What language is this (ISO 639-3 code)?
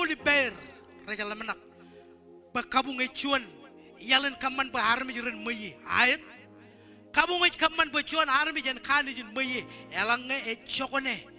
mah